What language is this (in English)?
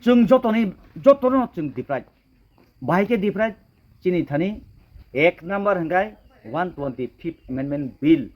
Kok Borok